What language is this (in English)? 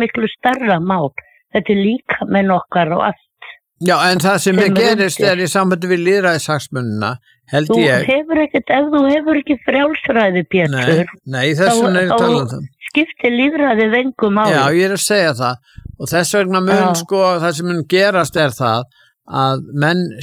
Icelandic